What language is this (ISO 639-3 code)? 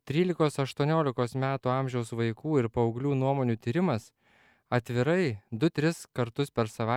lit